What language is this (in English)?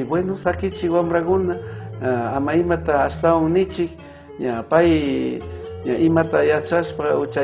Chimborazo Highland Quichua